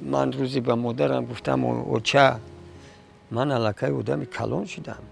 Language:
Tajik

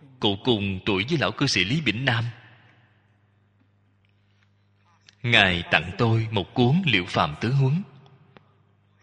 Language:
Vietnamese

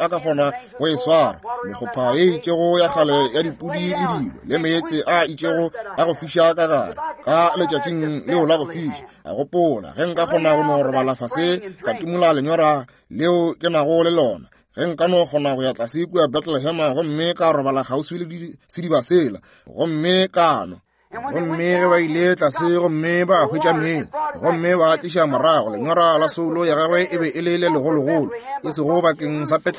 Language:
Northern Sotho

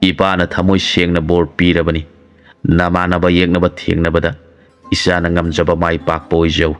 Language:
Manipuri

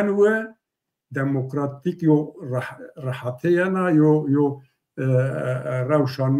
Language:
Zaza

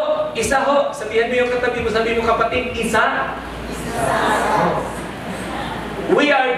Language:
Filipino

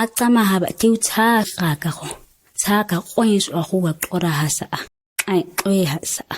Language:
ǁGana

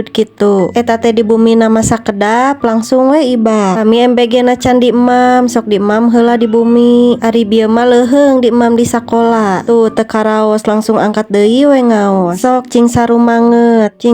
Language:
Sundanese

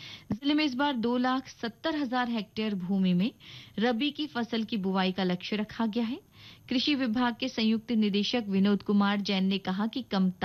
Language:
Hindi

